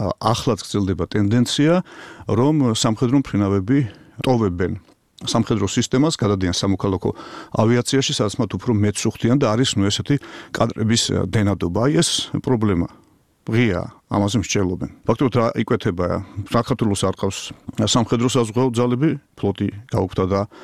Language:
Georgian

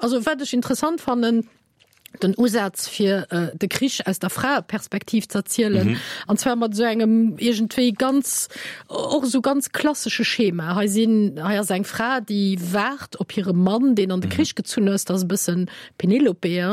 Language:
Luxembourgish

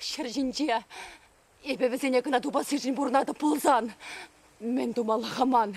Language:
Chuvash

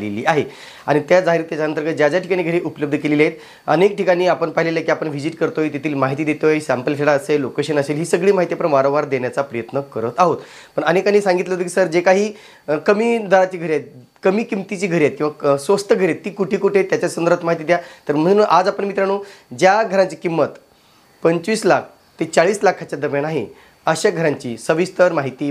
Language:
Marathi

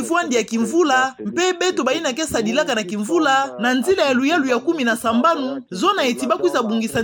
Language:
Kituba (Democratic Republic of Congo)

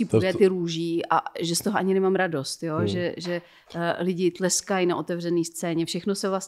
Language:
Czech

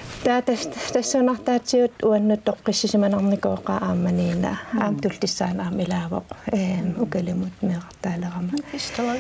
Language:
Kalaallisut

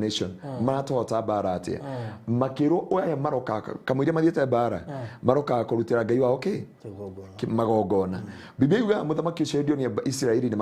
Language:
Kikuyu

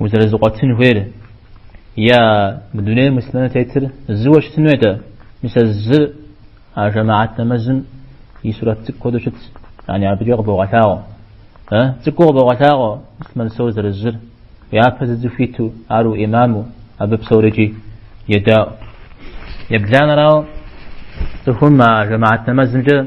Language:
Kabardian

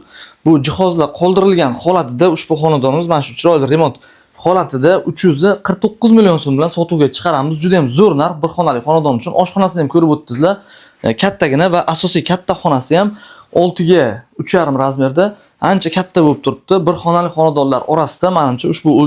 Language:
Uzbek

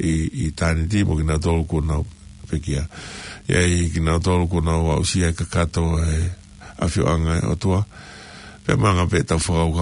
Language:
Tongan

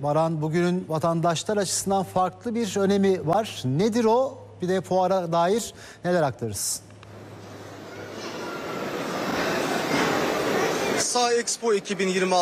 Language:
Turkish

